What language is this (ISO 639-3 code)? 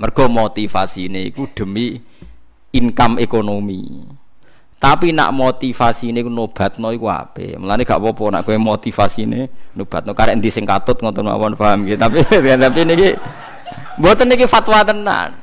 jav